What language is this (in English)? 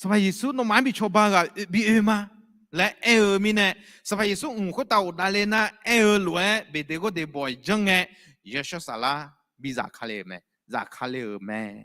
Akha